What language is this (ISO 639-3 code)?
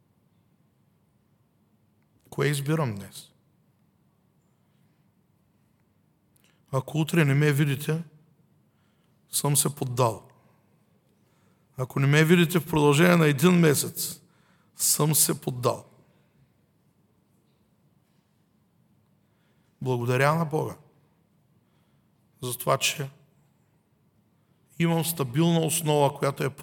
bul